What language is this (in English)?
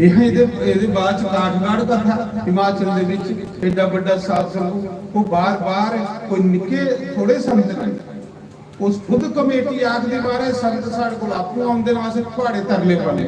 Dogri